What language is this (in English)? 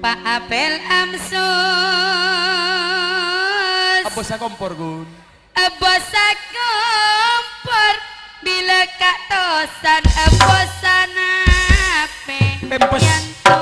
Madurese